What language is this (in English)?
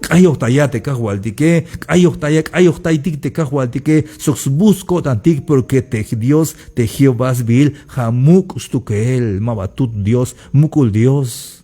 Tzeltal